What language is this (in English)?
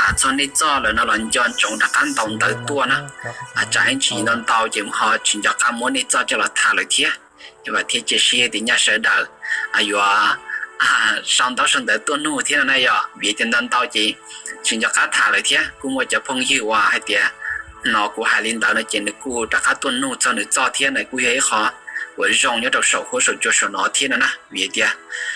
Hmong